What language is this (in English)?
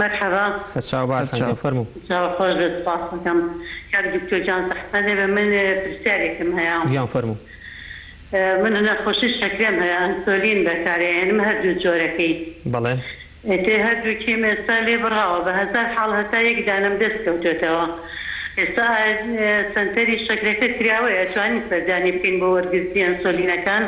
Central Kurdish